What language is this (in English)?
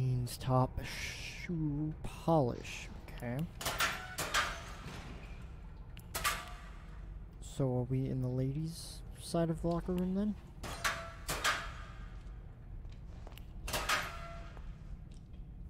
English